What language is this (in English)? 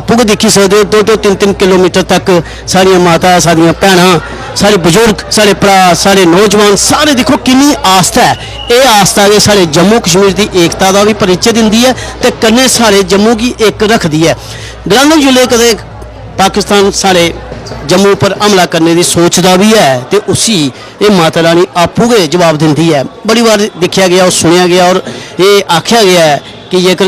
Dogri